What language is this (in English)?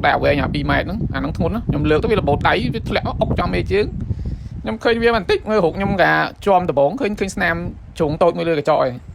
Khmer